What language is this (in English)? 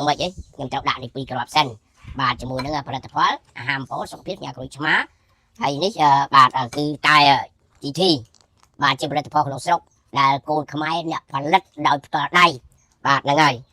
Khmer